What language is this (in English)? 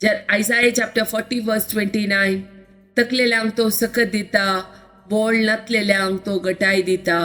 Konkani